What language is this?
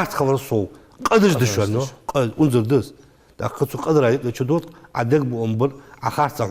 Ingush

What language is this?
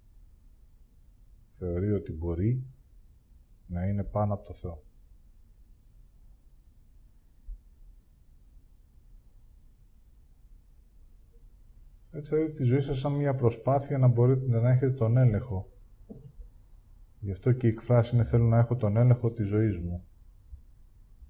Greek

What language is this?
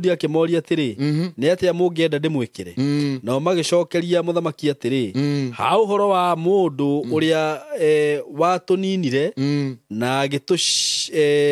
Kikuyu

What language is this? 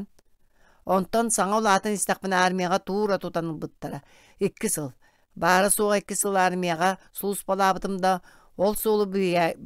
Yakut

